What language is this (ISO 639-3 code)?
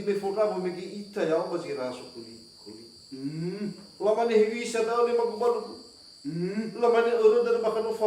nia